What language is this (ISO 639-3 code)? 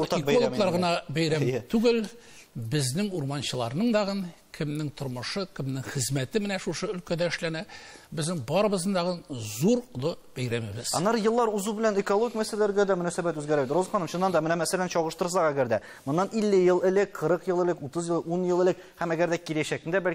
tat